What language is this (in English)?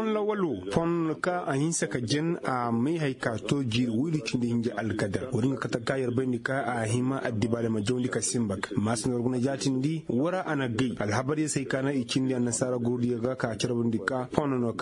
Koyraboro Senni